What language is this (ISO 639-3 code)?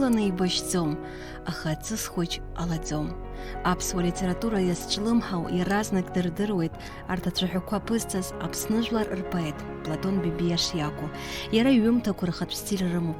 abk